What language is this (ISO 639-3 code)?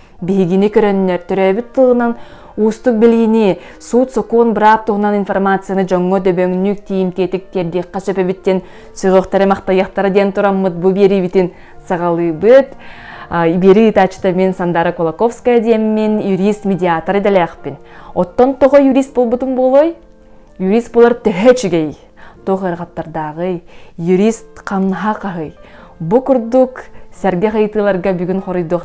sah